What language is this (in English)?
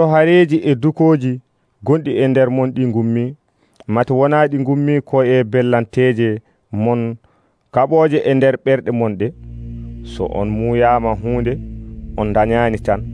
Nigerian Fulfulde